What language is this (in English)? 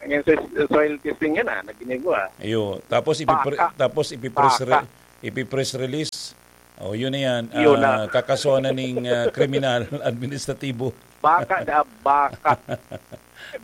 Bikol